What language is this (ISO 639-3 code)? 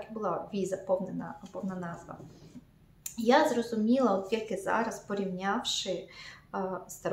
ukr